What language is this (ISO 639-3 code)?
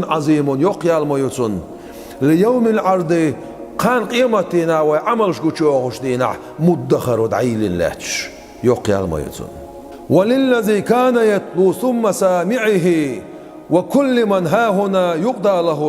che